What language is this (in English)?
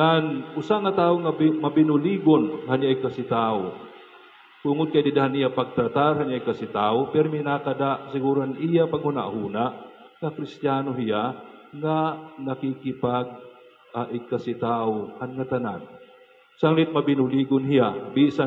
Waray